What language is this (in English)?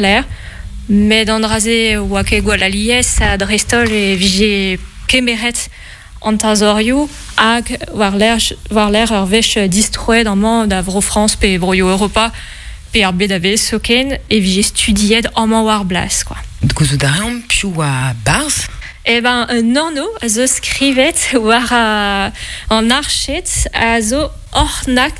Breton